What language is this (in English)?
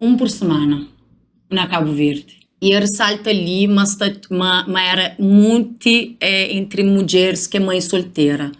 Kabuverdianu